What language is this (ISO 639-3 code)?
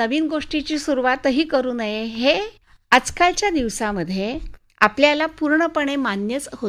mar